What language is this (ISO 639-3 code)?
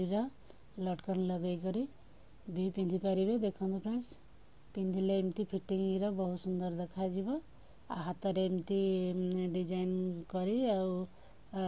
ori